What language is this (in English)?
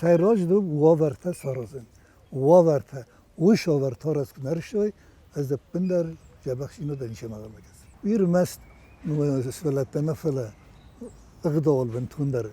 Ossetic